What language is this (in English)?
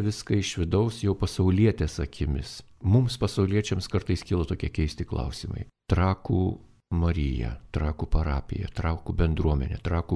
Lithuanian